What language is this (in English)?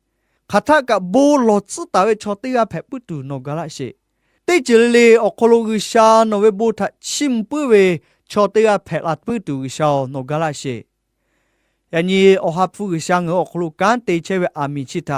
Lahu